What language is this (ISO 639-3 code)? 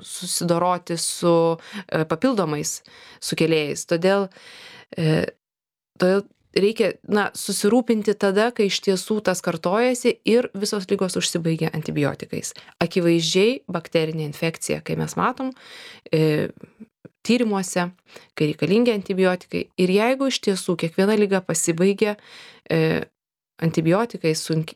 lit